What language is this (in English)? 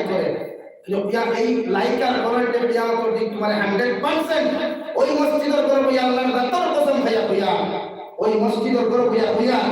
Sylheti